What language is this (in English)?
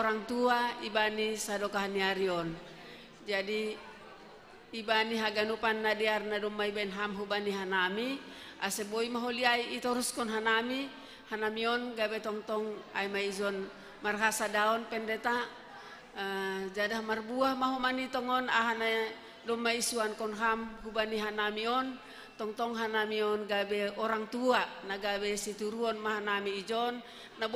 Batak Simalungun